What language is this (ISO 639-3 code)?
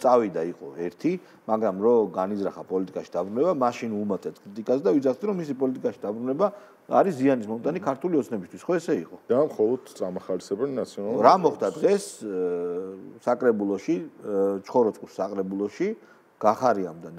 kat